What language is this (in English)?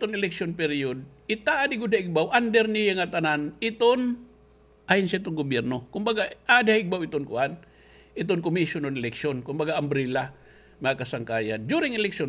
Waray